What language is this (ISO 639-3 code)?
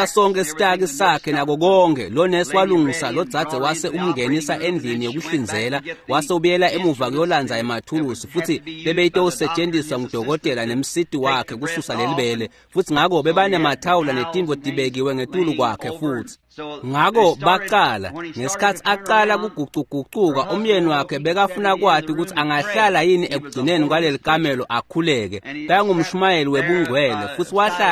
ssw